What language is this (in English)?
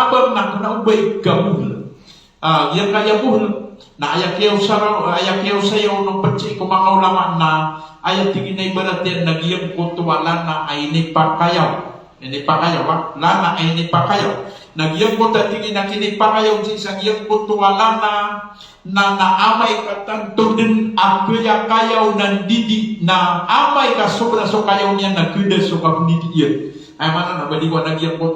Maranao